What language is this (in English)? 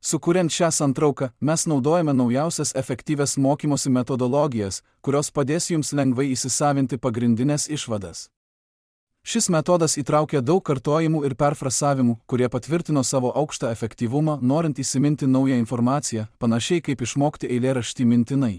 Lithuanian